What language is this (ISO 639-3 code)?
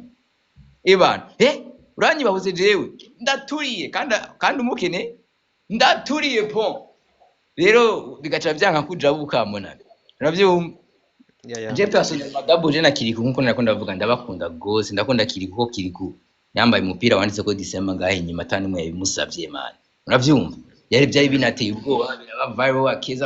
run